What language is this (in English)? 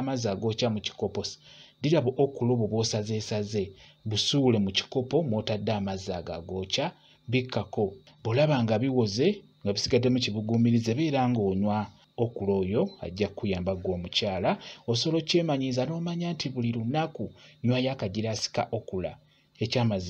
Ganda